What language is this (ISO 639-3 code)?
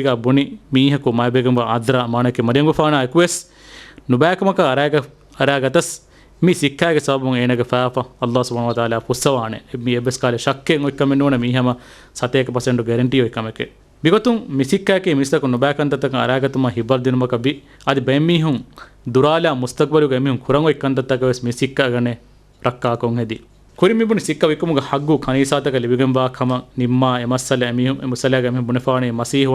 div